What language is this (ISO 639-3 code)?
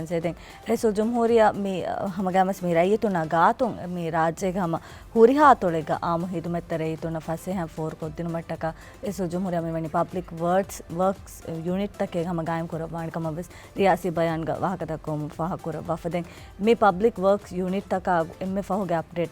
div